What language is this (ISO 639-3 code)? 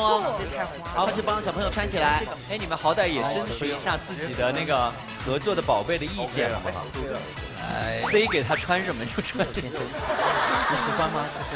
zho